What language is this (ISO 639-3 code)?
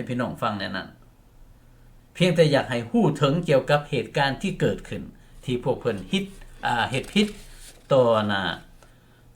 lao